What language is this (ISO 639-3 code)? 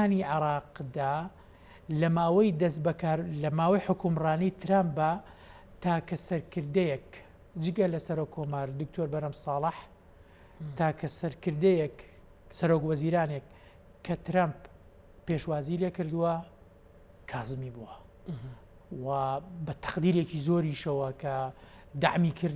ckb